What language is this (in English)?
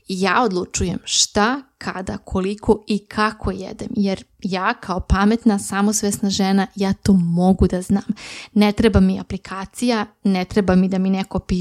Serbian